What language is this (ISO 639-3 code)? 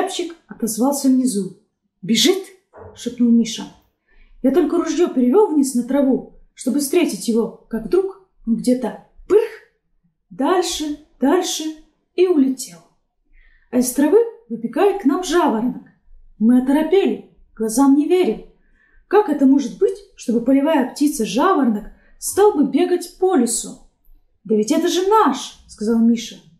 rus